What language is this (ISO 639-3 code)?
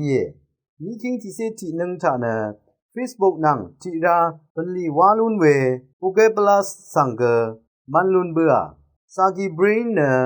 raw